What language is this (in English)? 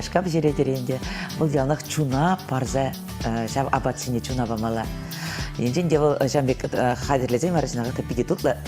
Chuvash